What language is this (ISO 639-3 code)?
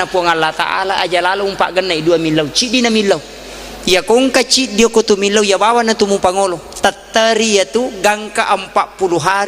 bug